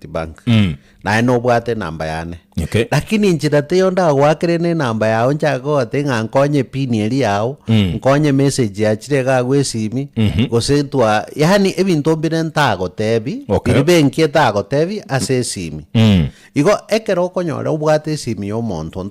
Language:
Gusii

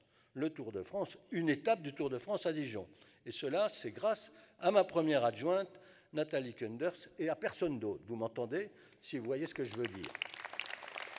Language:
French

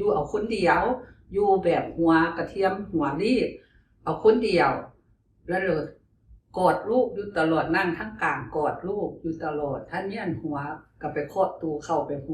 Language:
Lao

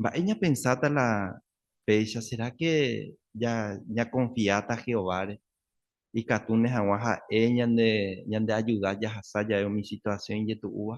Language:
Guarani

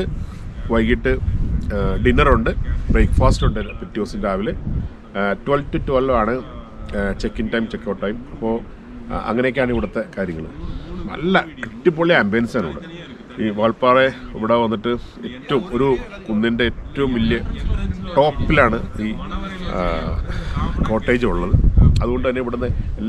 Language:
Malayalam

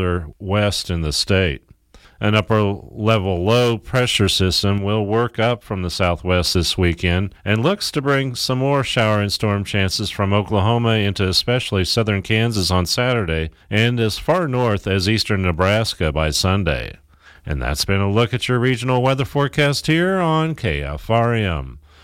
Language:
English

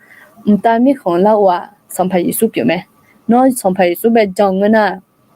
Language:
Akha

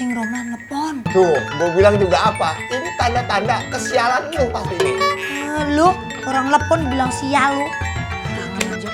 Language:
Betawi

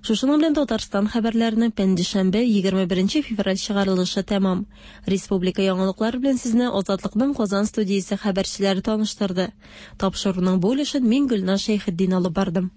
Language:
Tatar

